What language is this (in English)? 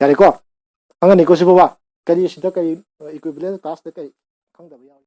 Manipuri